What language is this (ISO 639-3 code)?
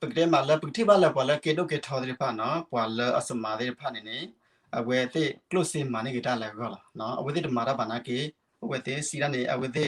ksw